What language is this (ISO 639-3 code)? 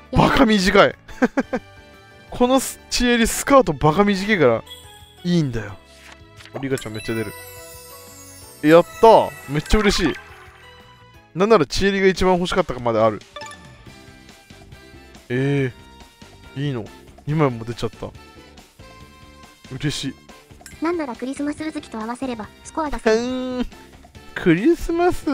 jpn